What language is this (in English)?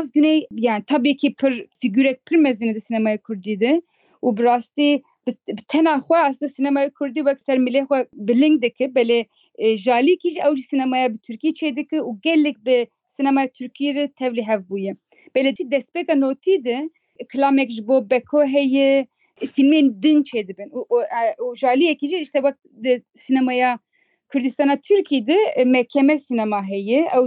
Kurdish